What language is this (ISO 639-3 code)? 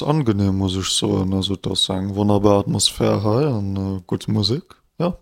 ltz